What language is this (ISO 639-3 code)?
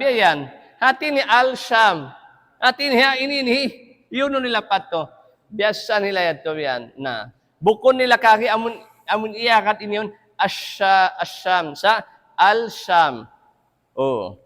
tsg